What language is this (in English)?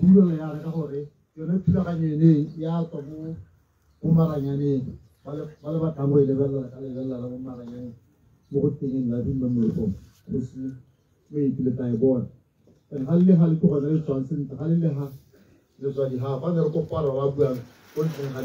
Tswana